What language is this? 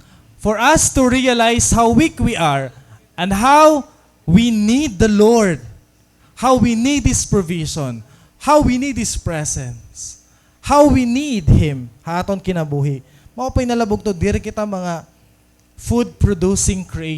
Waray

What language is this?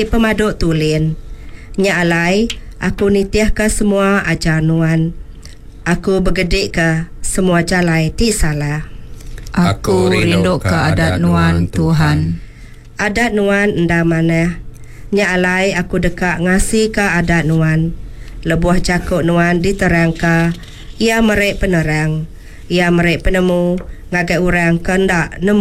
Iban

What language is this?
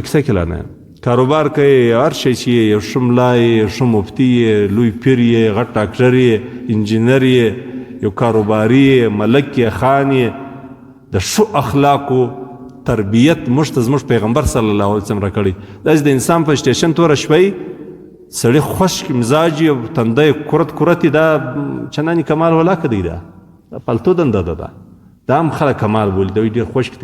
Pashto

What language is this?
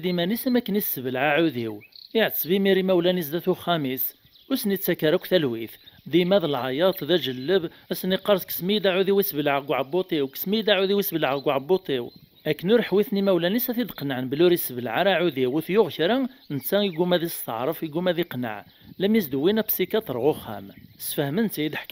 Kabyle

